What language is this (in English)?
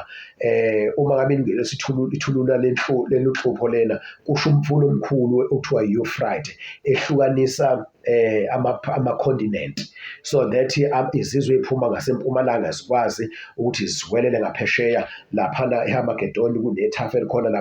Zulu